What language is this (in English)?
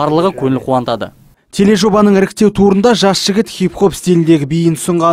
Kazakh